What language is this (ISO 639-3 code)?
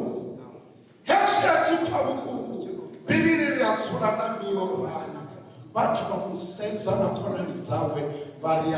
ven